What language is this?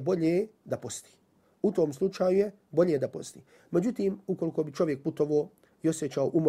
Bosnian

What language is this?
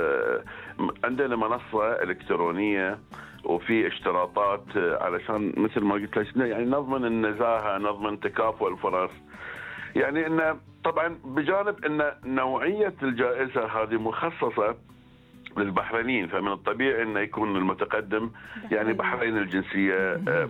Gulf Arabic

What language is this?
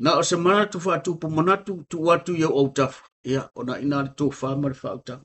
Samoan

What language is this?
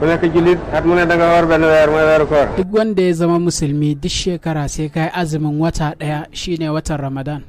Hausa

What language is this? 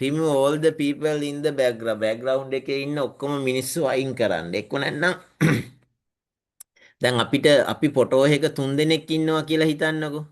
Sinhala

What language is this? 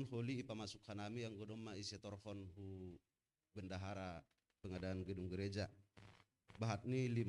Batak Simalungun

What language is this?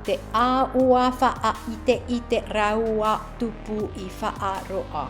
Tahitian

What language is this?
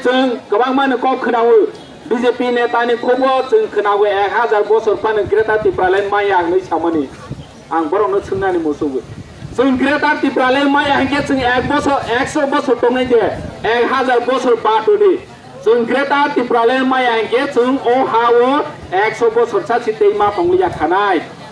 Riang (India)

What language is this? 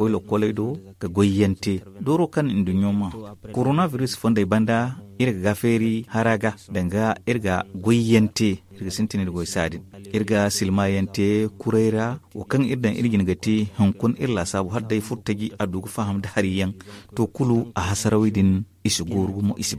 Zarma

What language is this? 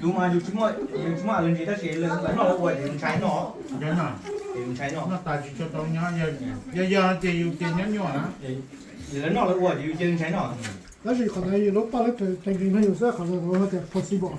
Hmong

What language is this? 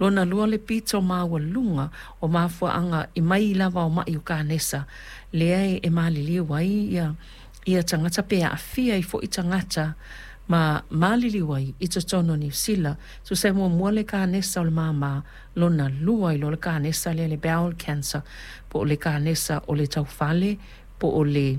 Samoan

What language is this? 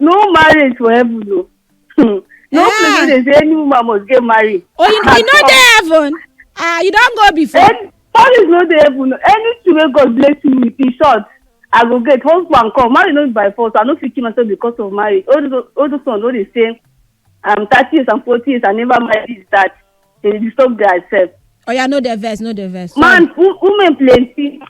Nigerian Pidgin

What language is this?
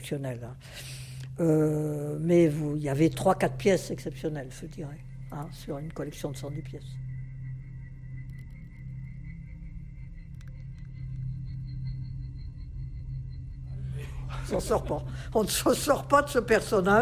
French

